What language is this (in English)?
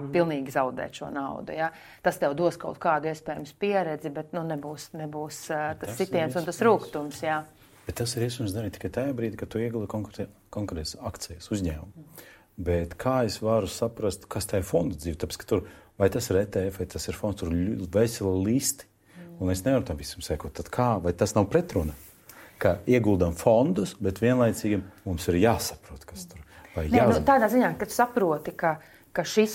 Latvian